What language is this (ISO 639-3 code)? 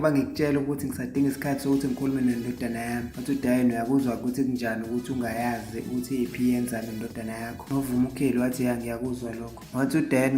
zul